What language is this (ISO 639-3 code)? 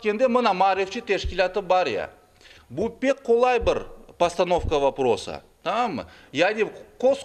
crh